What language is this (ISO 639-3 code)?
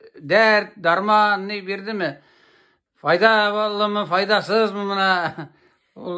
tat